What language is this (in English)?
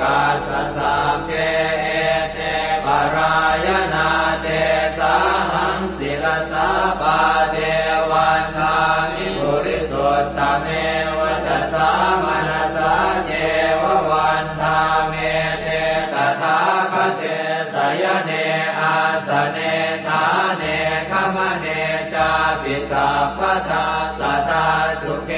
Pali